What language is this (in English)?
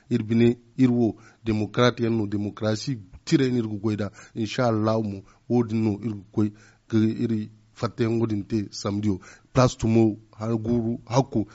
Zarma